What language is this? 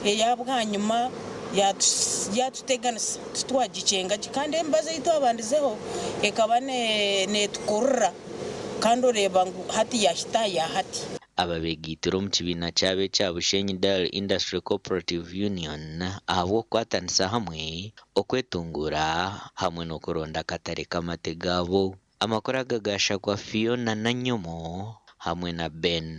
Nyankole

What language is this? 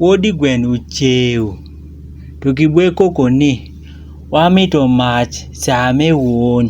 Adhola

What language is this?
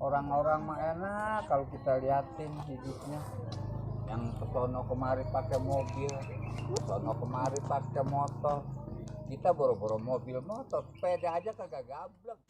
Betawi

